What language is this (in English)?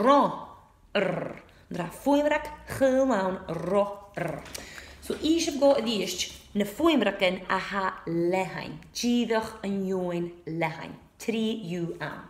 Scottish Gaelic